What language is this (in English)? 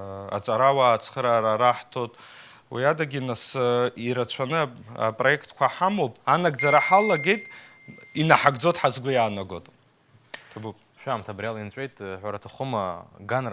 Abkhazian